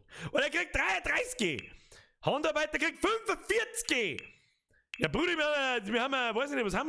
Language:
Bavarian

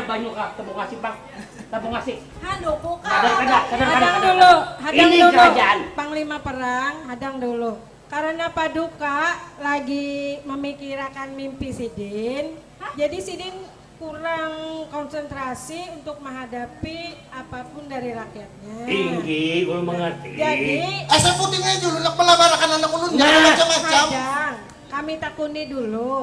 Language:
Banjar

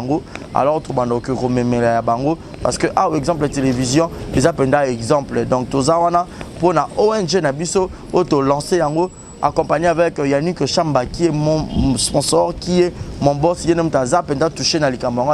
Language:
Lingala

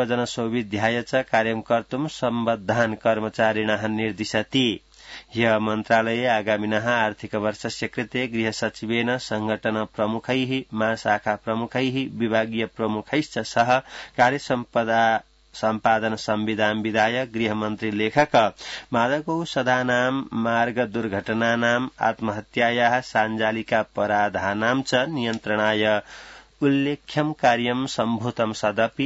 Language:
Sanskrit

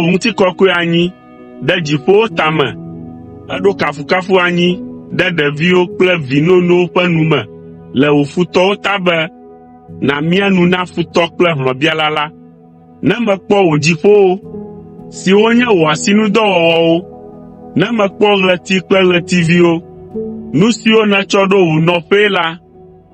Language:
Ewe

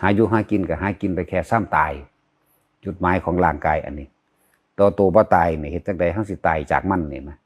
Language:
Northeastern Thai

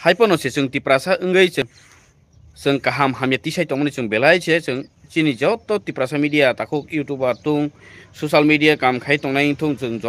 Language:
Kok Borok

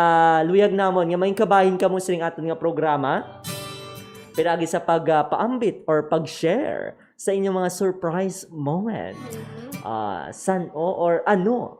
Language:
Hiligaynon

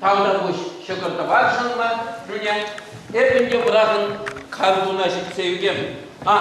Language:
Chuvash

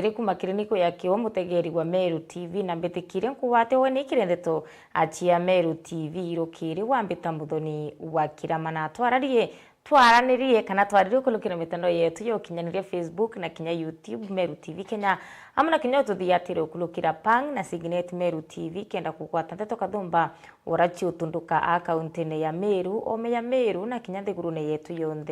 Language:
Meru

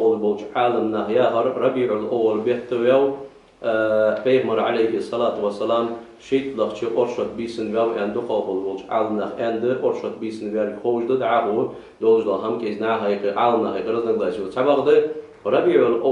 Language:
Ingush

